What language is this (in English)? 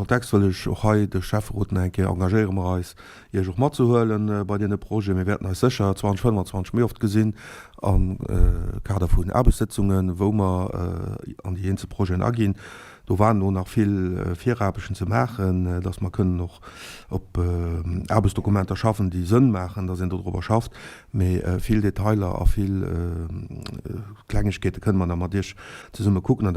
Luxembourgish